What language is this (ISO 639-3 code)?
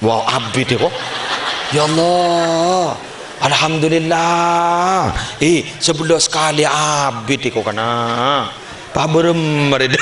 mad